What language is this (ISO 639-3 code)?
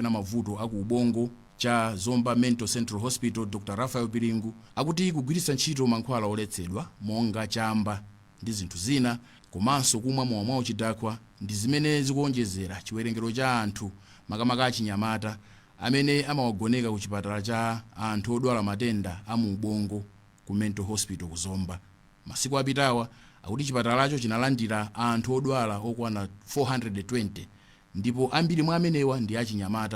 nya